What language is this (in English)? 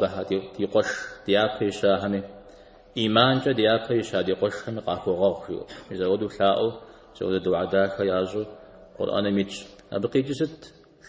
Kabardian